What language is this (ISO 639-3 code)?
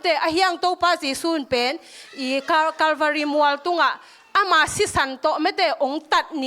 ctd